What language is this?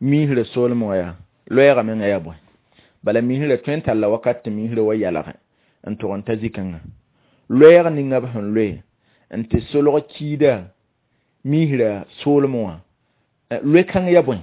Mossi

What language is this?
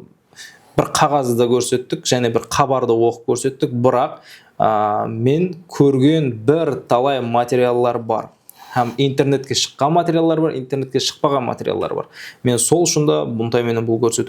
Kara-Kalpak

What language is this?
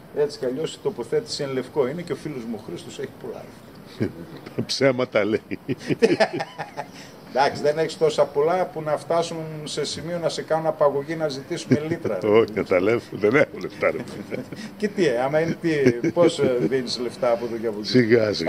Greek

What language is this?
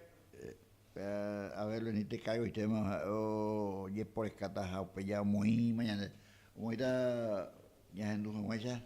Guarani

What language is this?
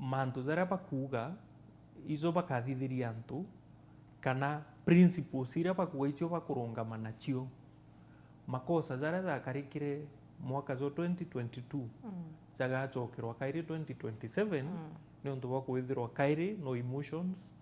Meru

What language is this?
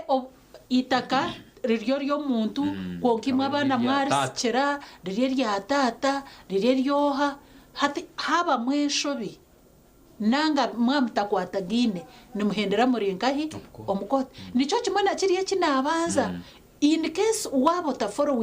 Nyankole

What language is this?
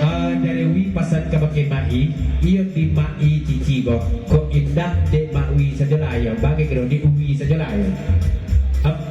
Minangkabau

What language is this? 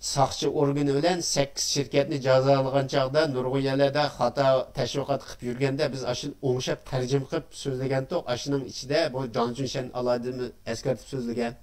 Uyghur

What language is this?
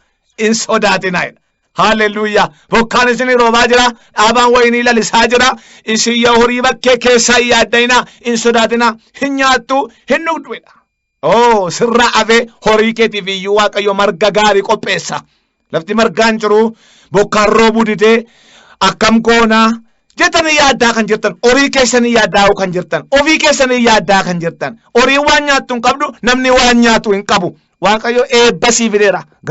Oromo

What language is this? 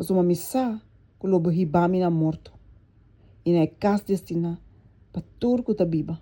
Papiamento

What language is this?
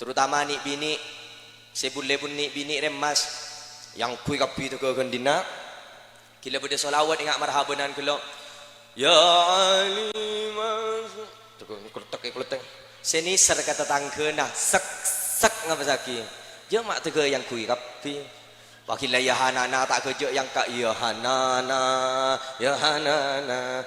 Madurese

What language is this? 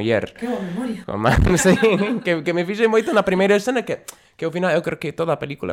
Galician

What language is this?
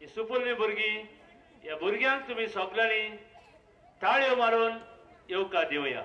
Konkani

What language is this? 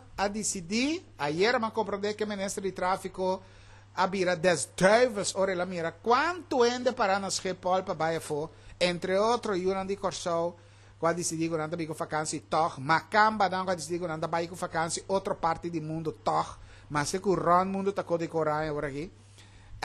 Papiamento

